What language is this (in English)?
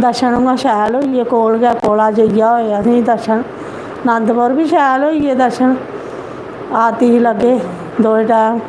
Dogri